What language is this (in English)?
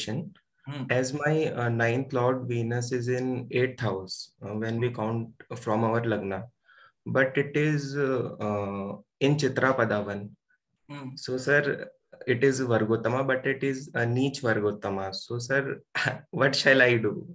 English